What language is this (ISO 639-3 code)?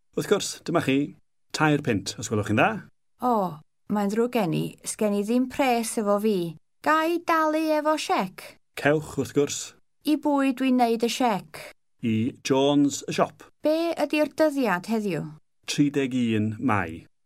cym